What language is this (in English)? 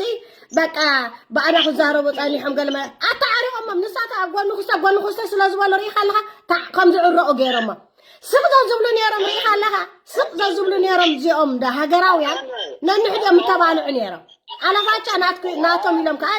Tigrinya